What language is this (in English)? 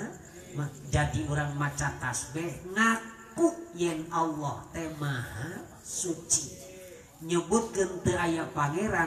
Sundanese